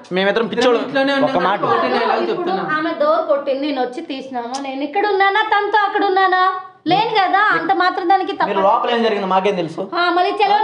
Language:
Telugu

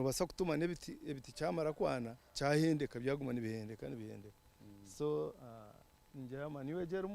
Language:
Nyankole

